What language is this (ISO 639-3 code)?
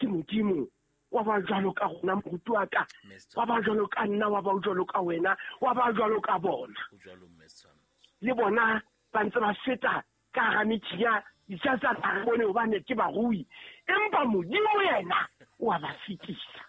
sot